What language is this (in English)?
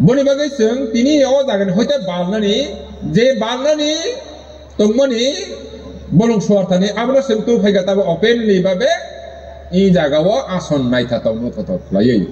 Kok Borok